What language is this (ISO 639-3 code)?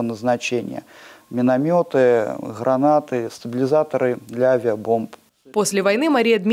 rus